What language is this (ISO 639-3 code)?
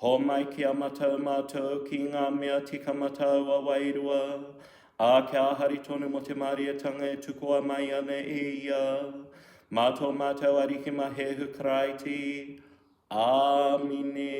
mri